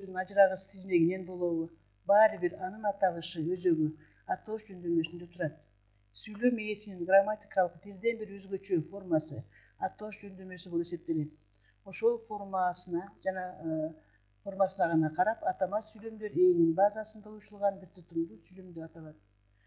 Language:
Kyrgyz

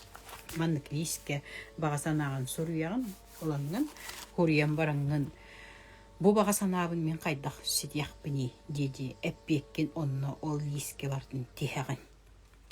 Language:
Yakut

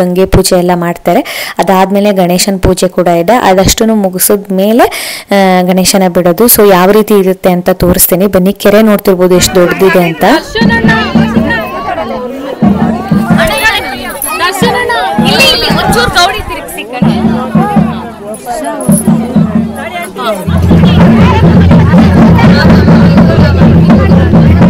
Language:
Kannada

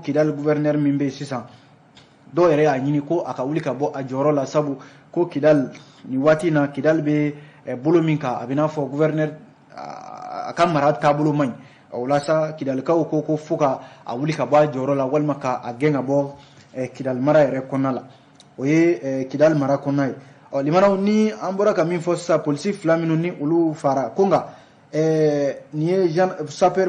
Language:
Bambara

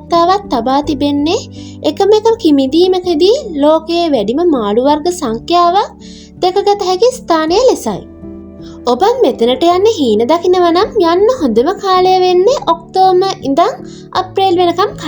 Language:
Sinhala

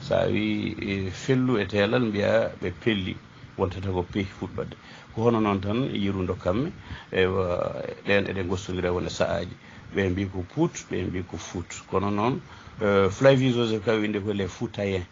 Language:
Fula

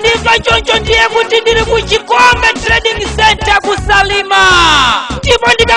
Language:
Nyanja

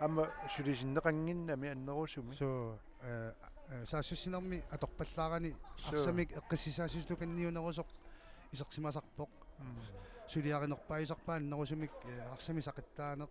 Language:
Kalaallisut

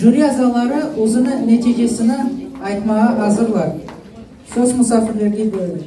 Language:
Crimean Tatar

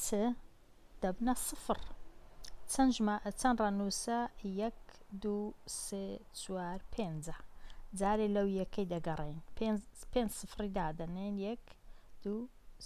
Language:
Central Kurdish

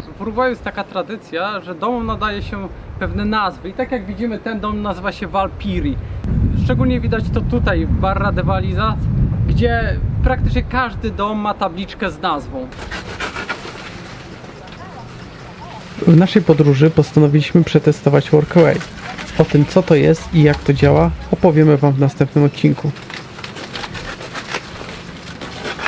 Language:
Polish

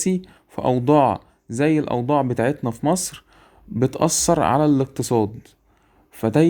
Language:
Egyptian Arabic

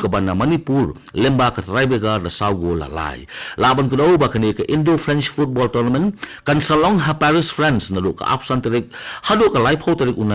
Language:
Khasi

